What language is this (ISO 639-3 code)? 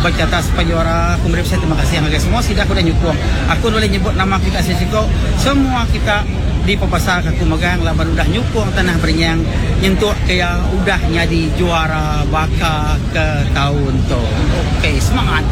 iba